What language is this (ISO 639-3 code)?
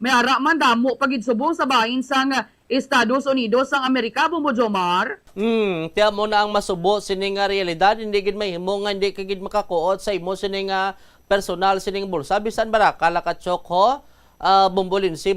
hil